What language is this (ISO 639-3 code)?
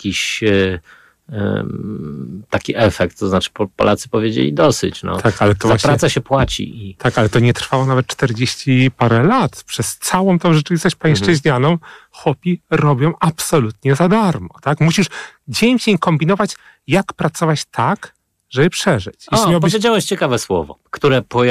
pol